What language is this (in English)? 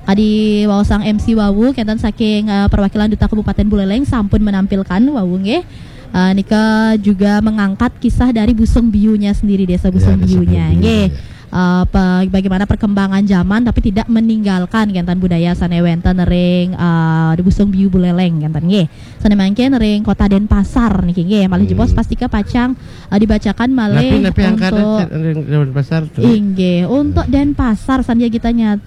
Balinese